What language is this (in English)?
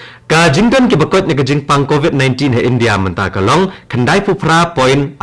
Khasi